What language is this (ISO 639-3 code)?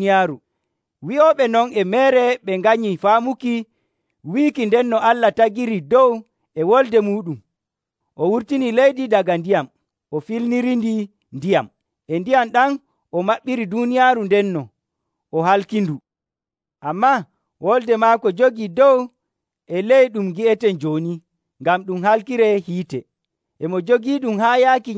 fuv